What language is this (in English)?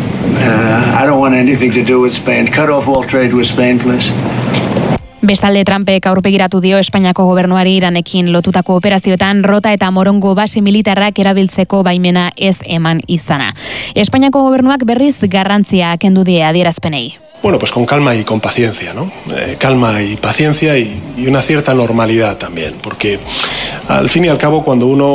Basque